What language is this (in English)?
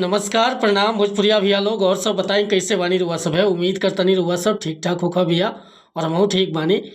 Bhojpuri